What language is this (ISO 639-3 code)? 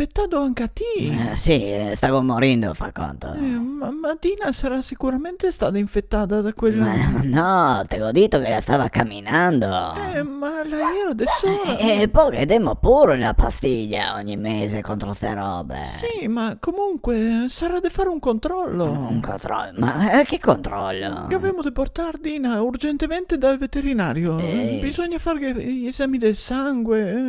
vec